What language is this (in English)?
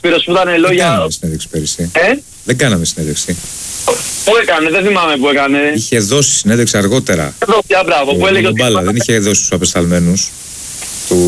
Greek